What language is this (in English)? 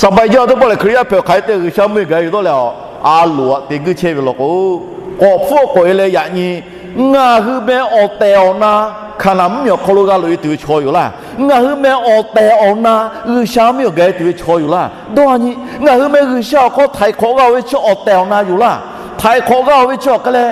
Lahu